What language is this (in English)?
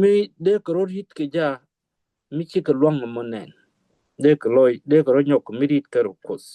Nuer